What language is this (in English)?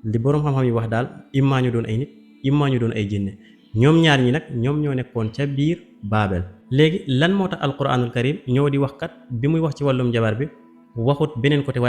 Wolof